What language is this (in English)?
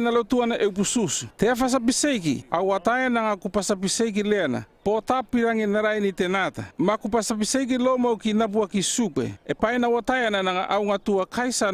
North Efate